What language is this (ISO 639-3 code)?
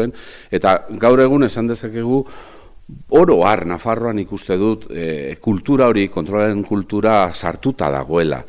eus